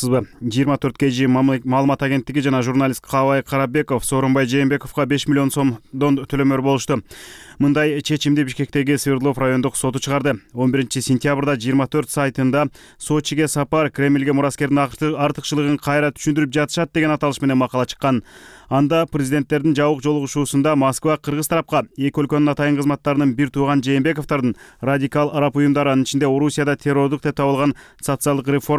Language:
Kyrgyz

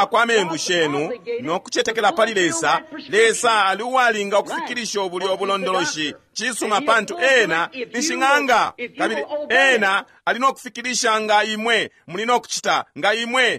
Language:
Bemba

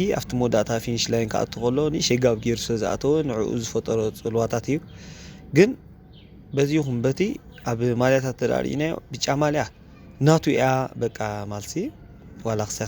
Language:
Tigrinya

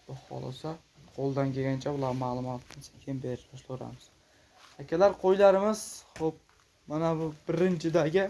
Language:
Uzbek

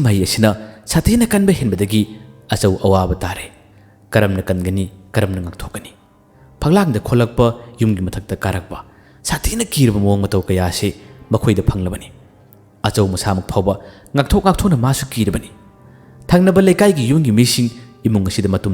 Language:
Manipuri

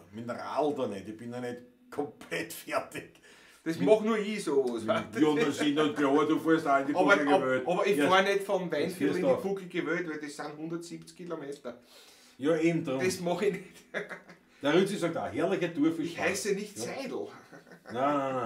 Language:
Bavarian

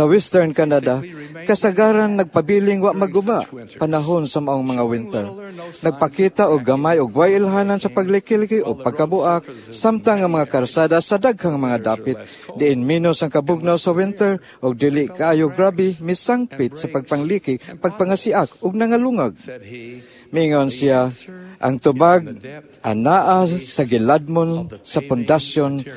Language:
Cebuano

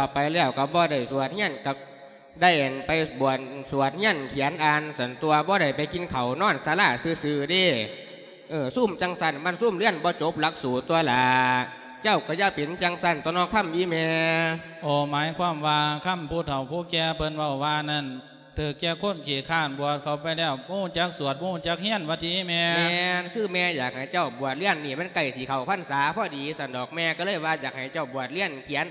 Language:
Lao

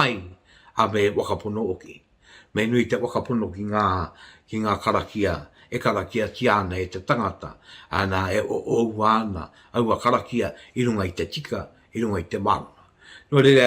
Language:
Māori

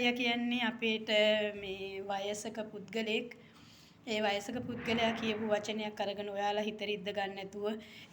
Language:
Sinhala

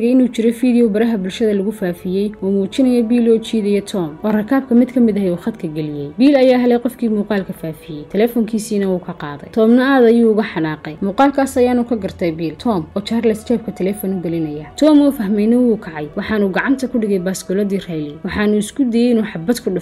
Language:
Somali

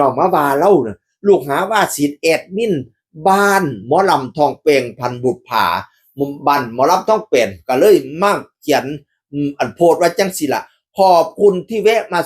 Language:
Northeastern Thai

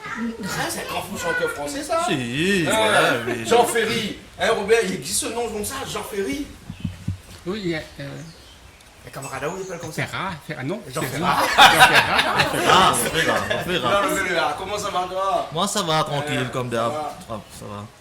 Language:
Réunion Creole French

